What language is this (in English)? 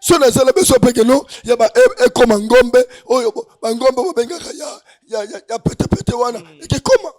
Lingala